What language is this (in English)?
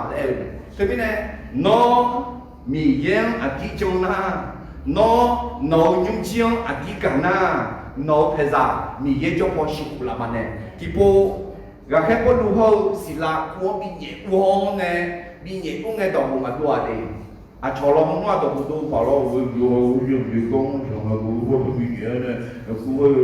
Akha